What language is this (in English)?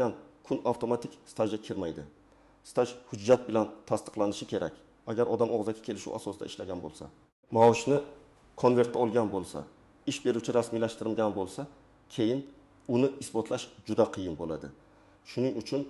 Uzbek